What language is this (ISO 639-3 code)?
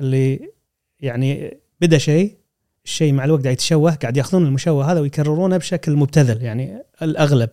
afb